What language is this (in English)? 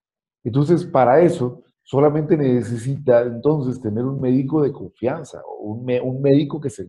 Spanish